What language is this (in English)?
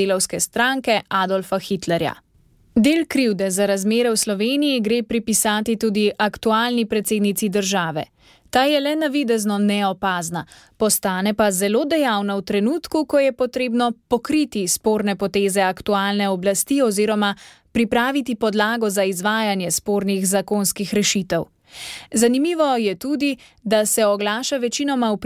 Slovenian